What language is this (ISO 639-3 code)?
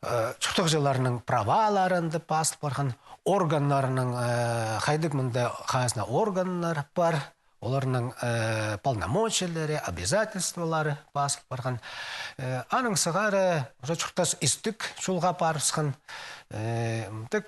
kjh